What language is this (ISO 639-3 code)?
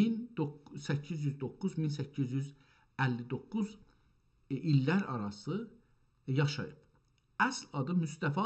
azb